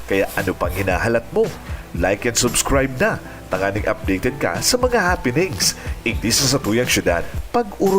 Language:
Bikol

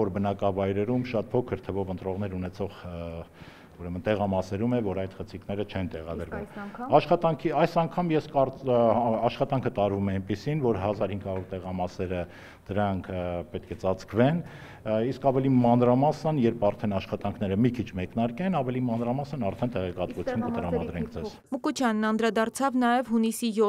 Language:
Armenian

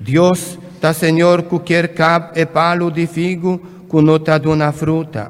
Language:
Papiamento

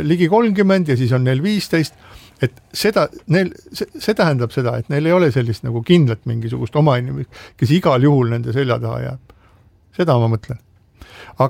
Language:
Estonian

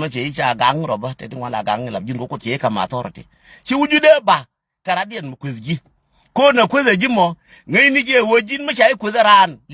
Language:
Nuer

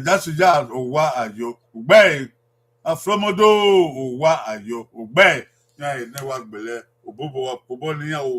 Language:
Bini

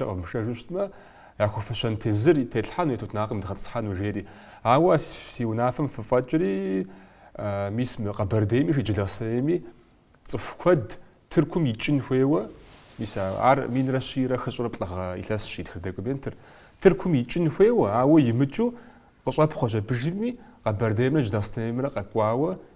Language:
Kabardian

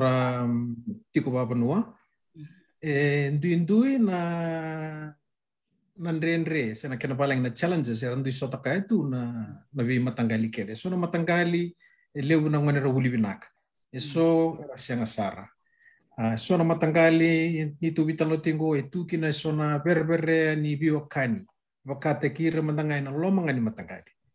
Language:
Fijian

